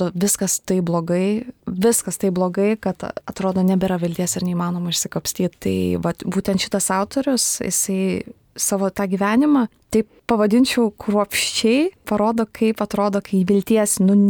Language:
Lithuanian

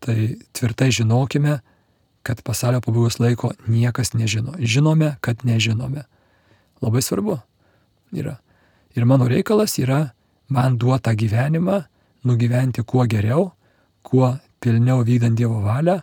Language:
Lithuanian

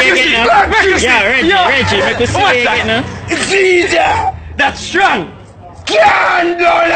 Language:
Jamaican Creole English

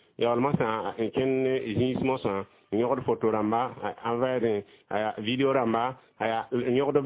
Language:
Mossi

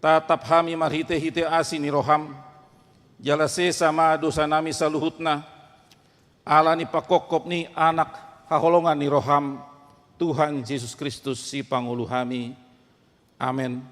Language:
Batak Toba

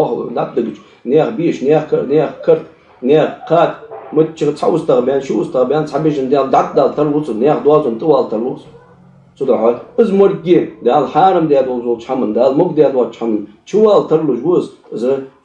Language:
Ingush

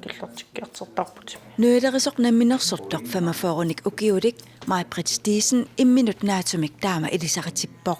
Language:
Kalaallisut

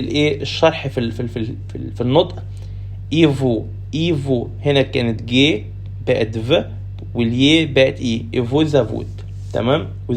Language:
Egyptian Arabic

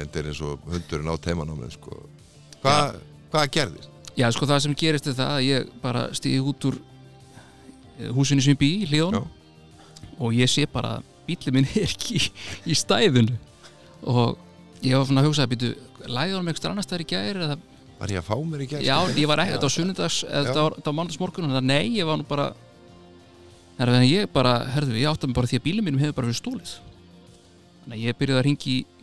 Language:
Icelandic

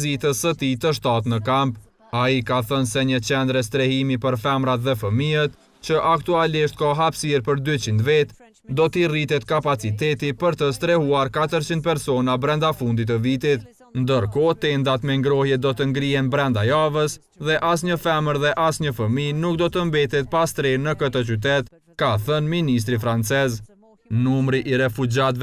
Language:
Albanian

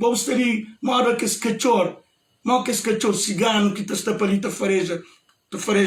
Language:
Kabuverdianu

